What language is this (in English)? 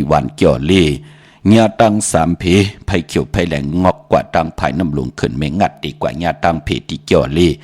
Shan